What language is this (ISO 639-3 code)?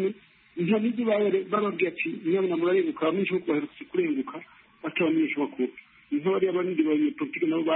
kin